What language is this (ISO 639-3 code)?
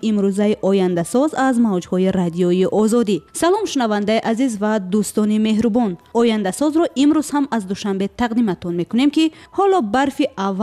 tgk